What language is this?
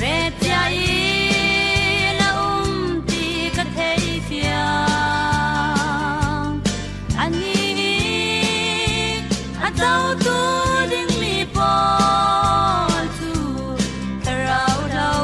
Falam Chin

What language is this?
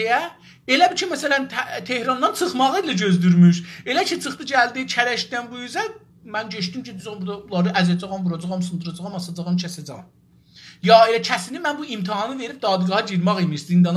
South Azerbaijani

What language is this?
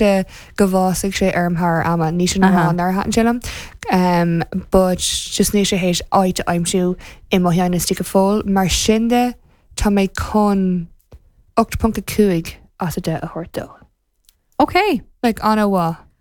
Irish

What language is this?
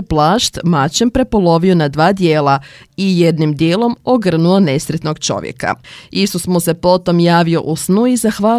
Croatian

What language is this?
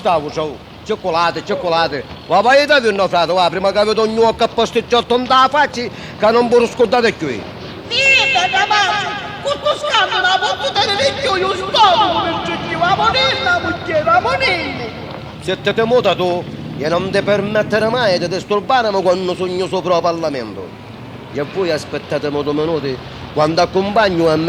Sicilian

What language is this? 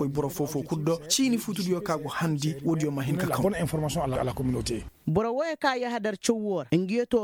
Koyraboro Senni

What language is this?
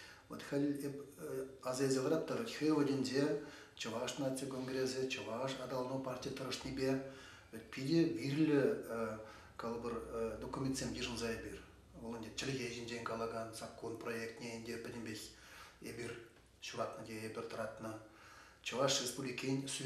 Chuvash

